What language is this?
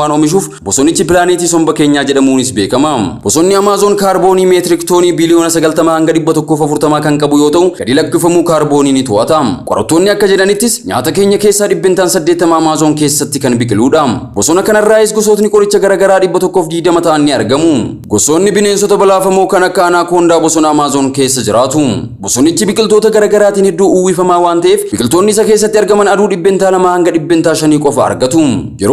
Oromo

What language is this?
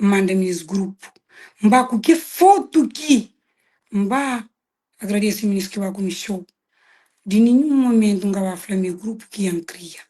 Kabuverdianu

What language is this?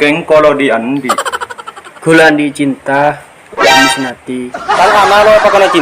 Madurese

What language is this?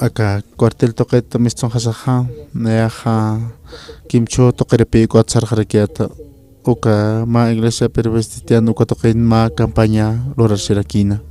Aymara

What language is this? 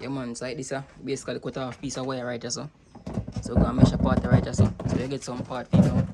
Jamaican Creole English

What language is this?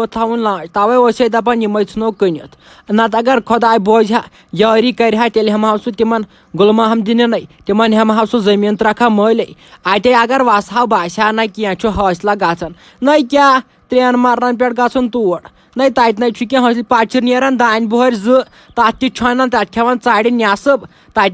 Kashmiri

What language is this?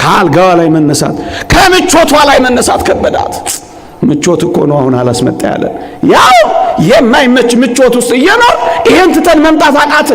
Amharic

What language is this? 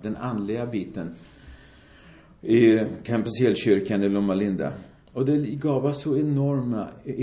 Swedish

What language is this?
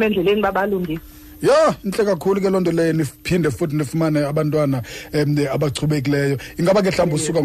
Xhosa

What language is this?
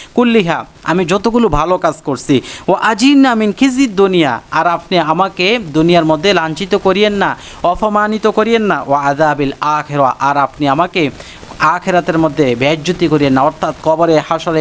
Bangla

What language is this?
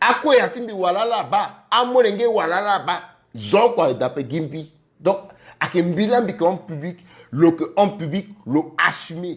Sango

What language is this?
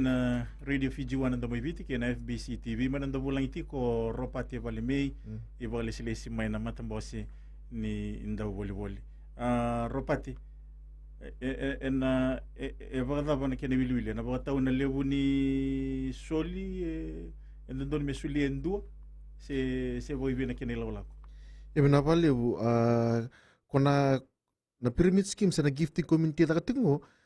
Fijian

